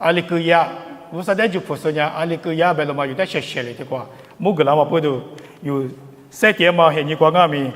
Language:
Lisu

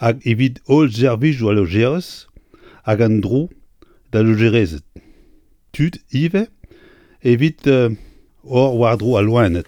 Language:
Breton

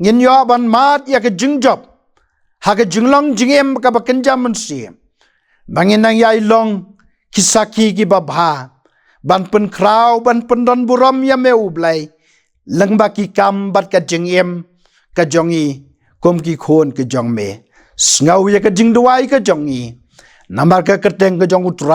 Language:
Khasi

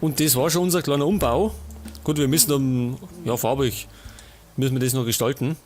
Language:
Bavarian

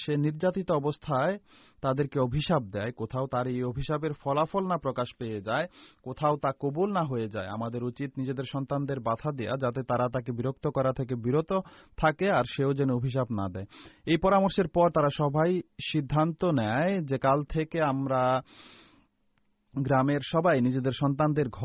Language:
Bangla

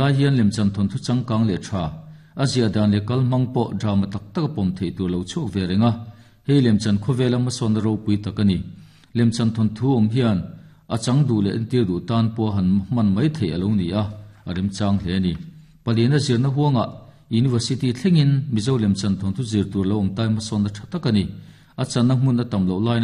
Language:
Mizo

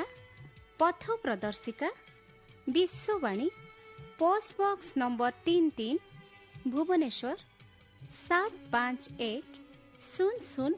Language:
Odia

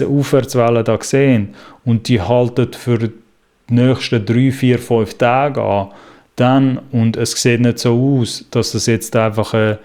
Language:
Swiss German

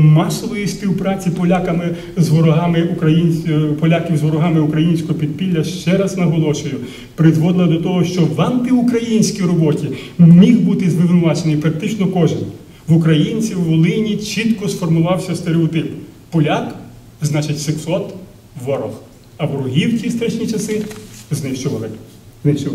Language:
Ukrainian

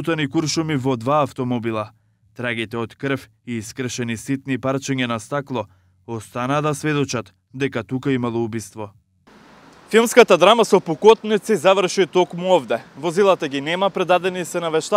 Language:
Macedonian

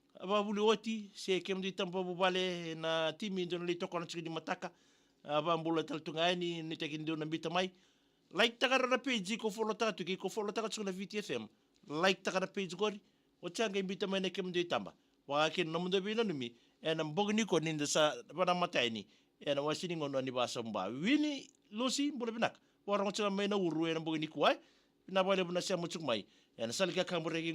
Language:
Fijian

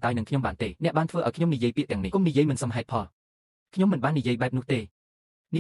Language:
Khmer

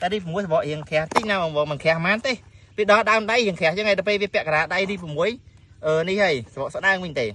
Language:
Khmer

